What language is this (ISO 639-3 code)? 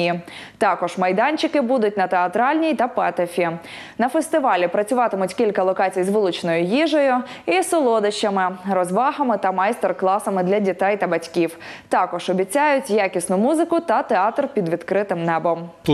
ukr